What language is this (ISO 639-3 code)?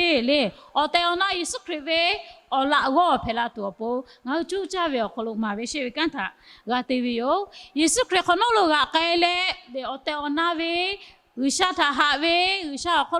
lhu